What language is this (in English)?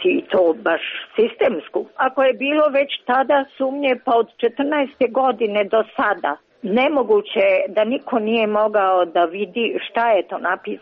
Serbian